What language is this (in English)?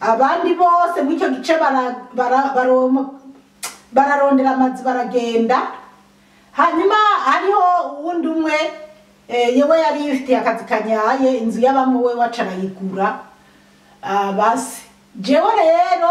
Rundi